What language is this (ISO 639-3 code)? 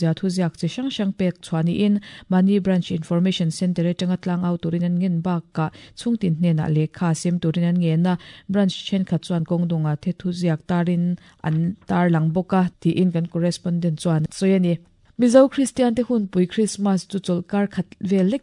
lus